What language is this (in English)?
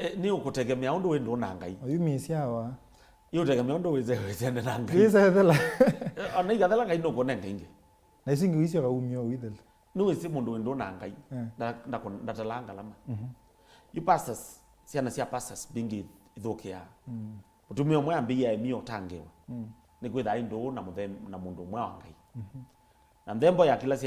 Kamba